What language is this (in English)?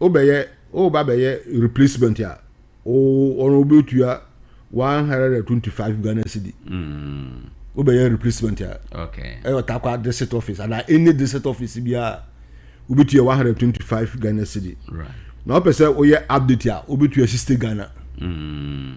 Akan